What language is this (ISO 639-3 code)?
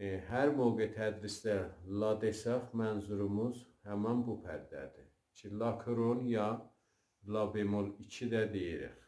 azb